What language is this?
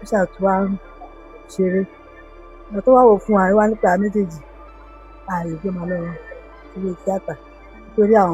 Yoruba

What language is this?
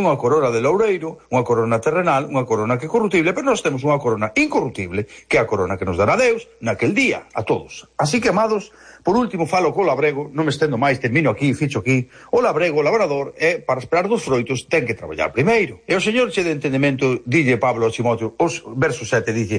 Galician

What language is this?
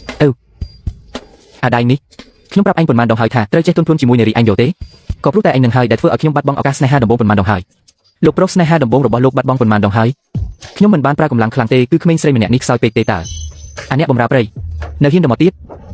Khmer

